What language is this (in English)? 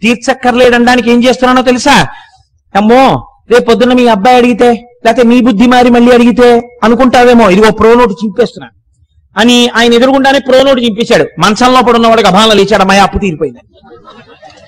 Telugu